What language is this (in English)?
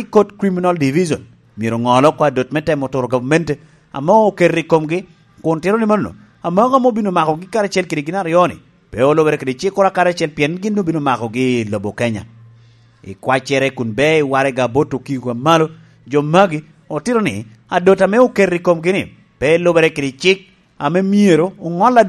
Lango (Uganda)